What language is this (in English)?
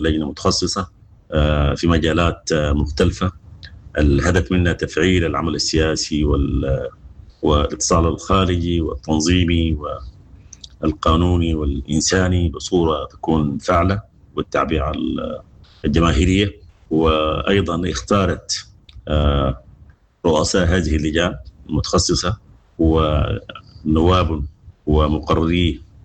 Sudanese Arabic